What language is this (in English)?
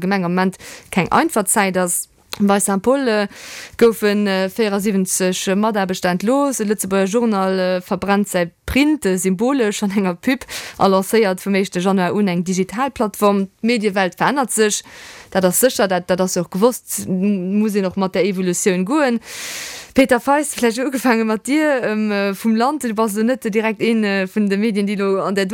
Luxembourgish